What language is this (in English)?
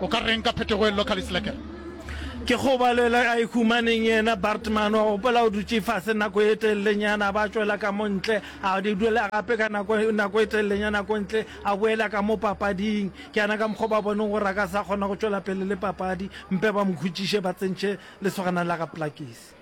Northern Sotho